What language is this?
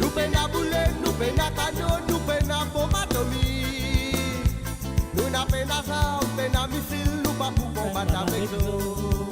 Morisyen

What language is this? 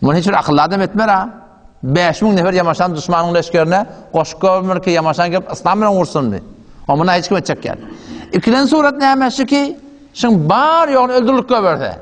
Turkmen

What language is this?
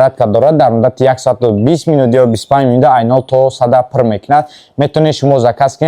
Tajik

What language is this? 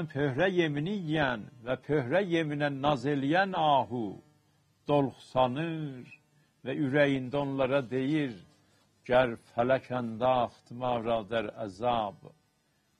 South Azerbaijani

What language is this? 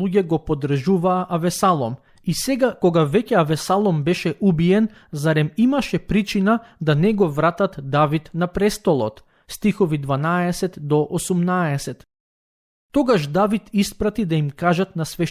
Macedonian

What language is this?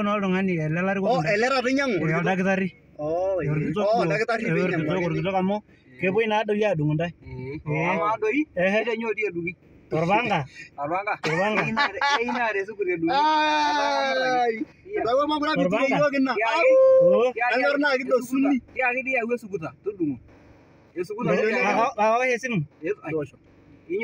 Masai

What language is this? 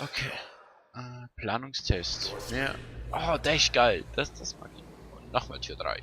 Swiss German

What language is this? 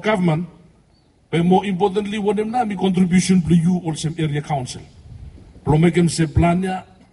Bislama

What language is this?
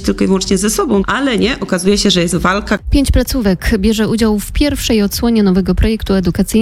Polish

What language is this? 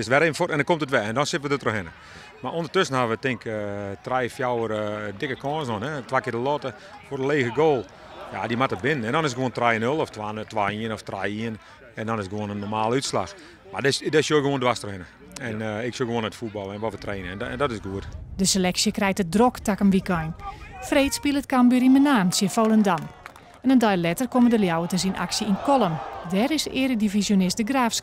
Western Frisian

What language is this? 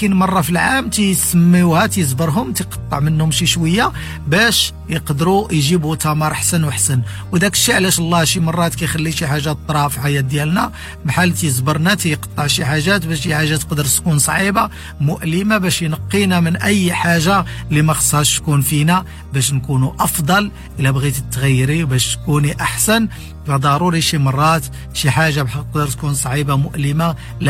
Moroccan Arabic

